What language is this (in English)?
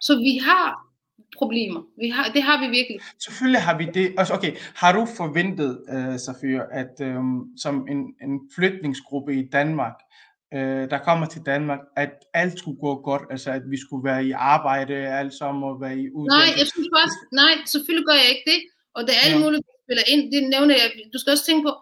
Danish